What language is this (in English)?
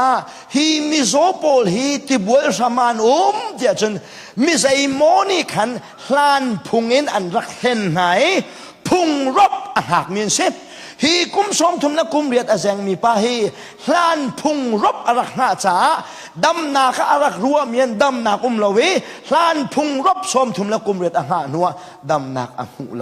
Hakha Chin